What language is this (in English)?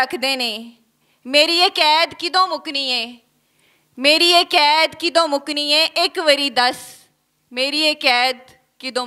Western Panjabi